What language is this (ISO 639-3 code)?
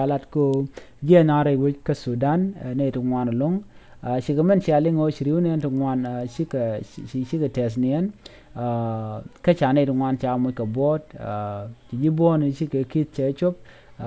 nus